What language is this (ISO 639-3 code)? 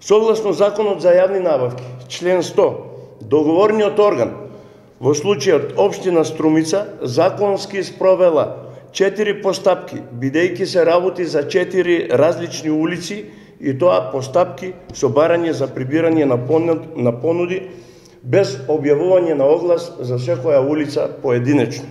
mkd